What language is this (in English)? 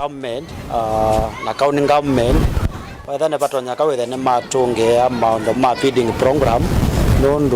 Kamba